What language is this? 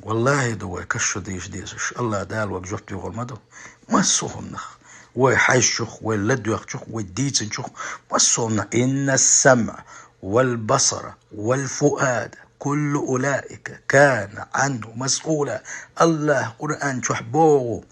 Chechen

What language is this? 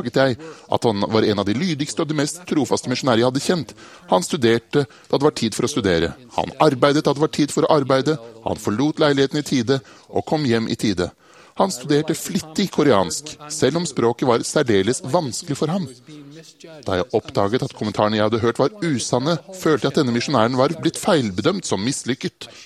Norwegian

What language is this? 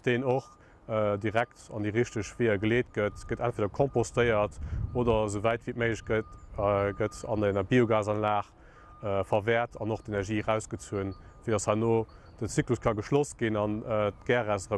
Luxembourgish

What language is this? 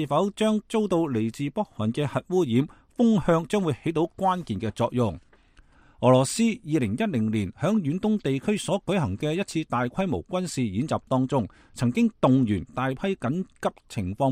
Cantonese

